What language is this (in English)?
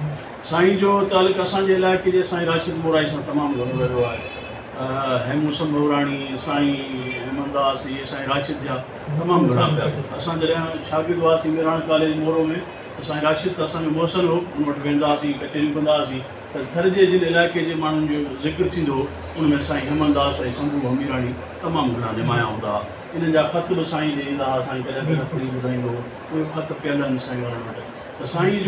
Sindhi